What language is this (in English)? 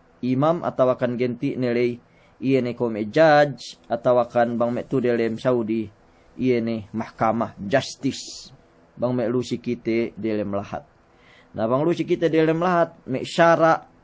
Yakan